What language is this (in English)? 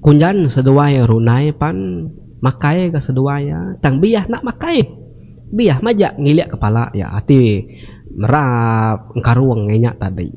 Iban